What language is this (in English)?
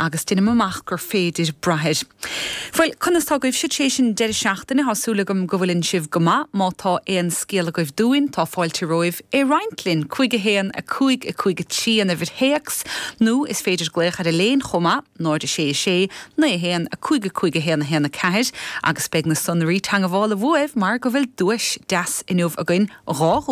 Irish